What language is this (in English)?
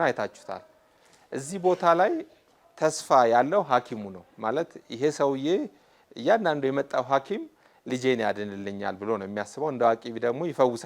Amharic